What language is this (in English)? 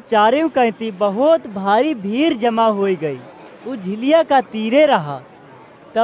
Awadhi